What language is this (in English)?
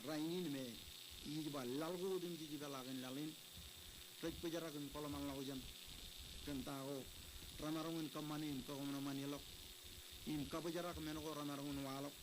Marshallese